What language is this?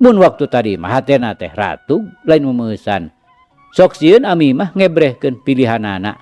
Sundanese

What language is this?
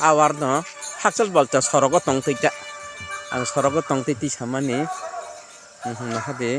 Kok Borok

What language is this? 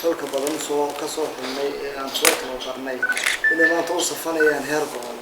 Somali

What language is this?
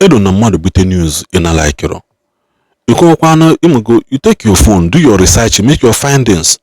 Igbo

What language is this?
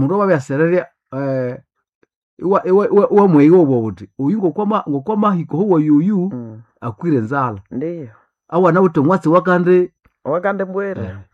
Nande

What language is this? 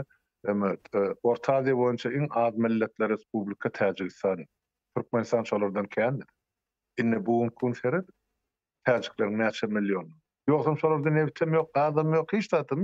Turkmen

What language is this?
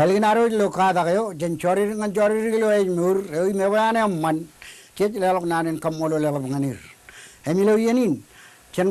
Marshallese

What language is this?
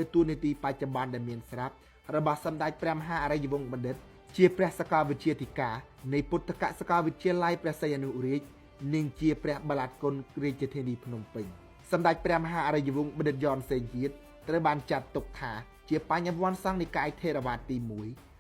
Khmer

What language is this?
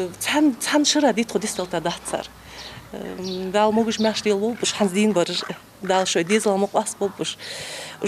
Ingush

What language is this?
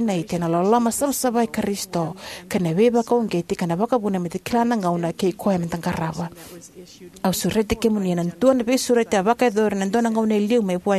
Fijian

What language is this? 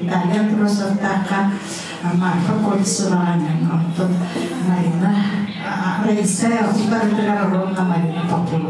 Yakut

